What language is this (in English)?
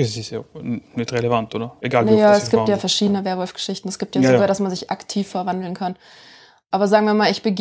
German